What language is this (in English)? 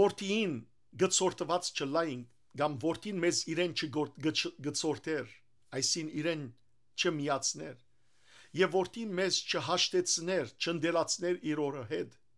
Western Armenian